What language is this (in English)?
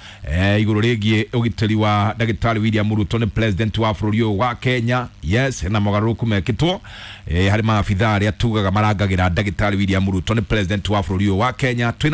Kikuyu